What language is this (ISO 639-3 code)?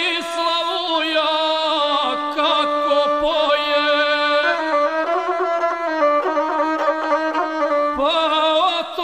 hrv